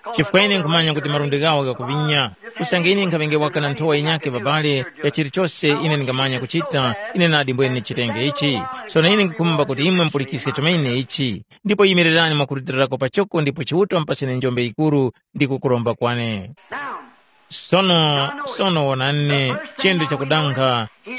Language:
Tumbuka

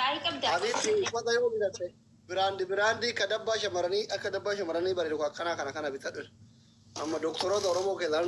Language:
Oromo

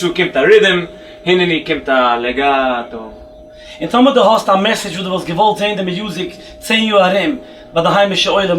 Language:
Yiddish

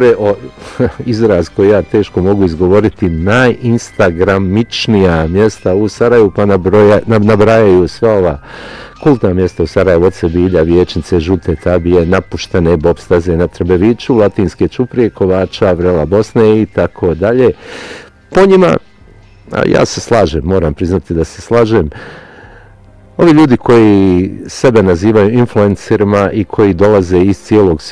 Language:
Bosnian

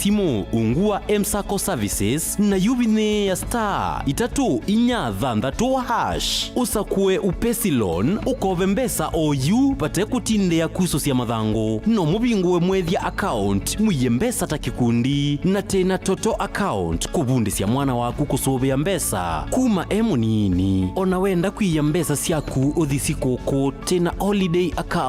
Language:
Kamba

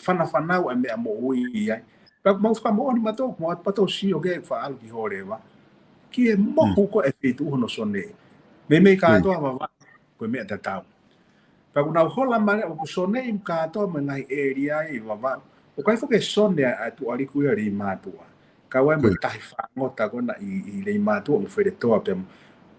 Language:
Tongan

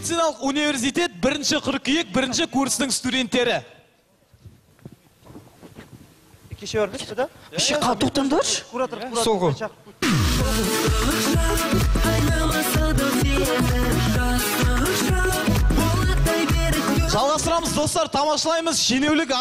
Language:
Kazakh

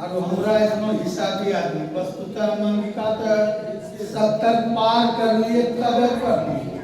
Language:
Angika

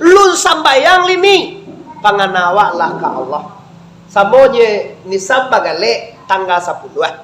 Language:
Minangkabau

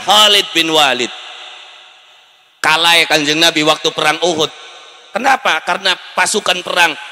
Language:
Javanese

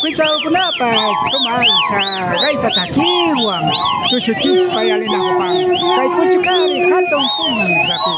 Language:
Imbabura Highland Quichua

